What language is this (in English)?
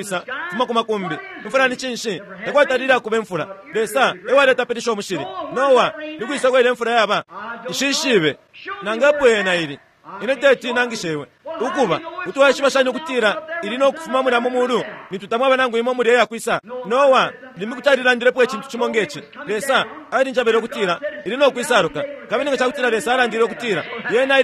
Bemba